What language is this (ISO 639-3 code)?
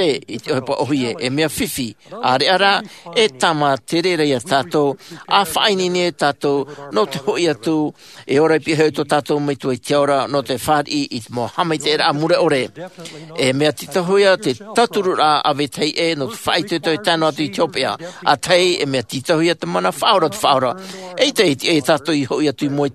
tah